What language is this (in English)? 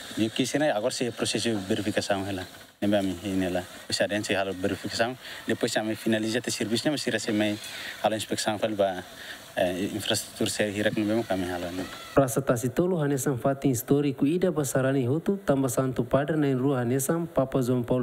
Tetum